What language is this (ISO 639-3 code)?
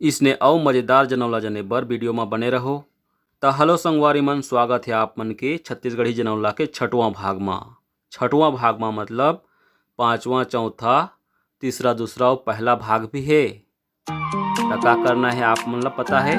hne